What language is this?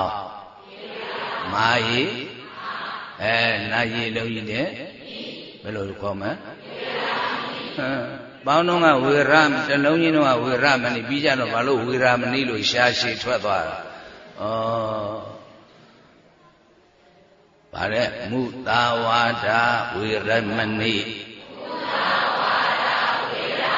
Burmese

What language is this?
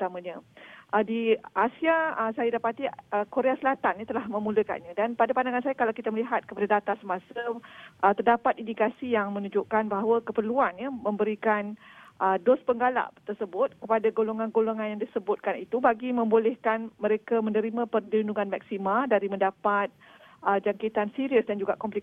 Malay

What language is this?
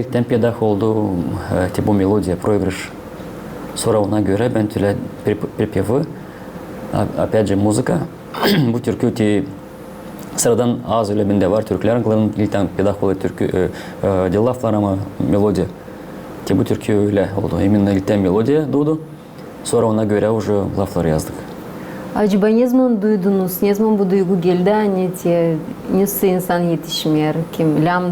Gagauz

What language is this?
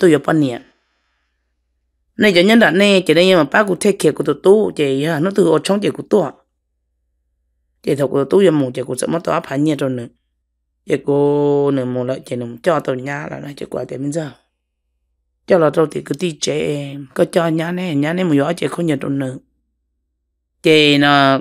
Vietnamese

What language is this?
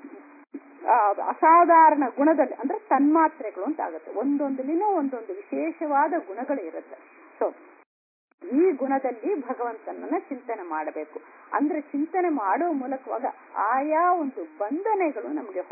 Kannada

